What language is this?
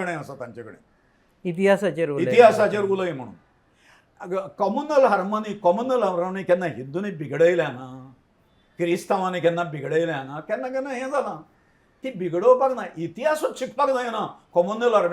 Konkani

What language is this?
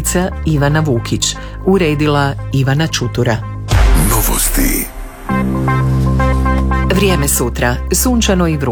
Croatian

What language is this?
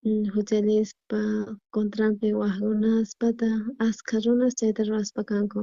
South Bolivian Quechua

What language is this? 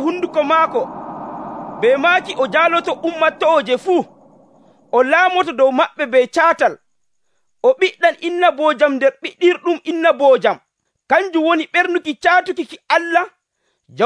Nigerian Fulfulde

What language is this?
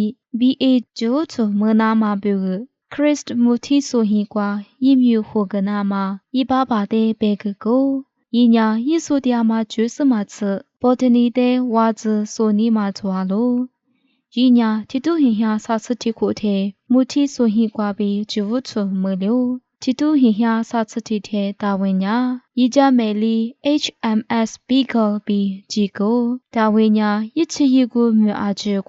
Lisu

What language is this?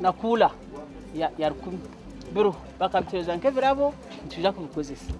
Nyankole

